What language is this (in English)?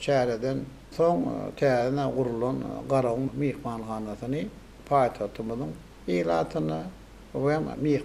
Turkmen